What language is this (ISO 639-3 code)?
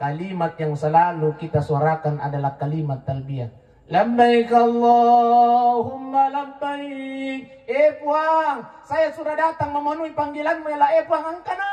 bug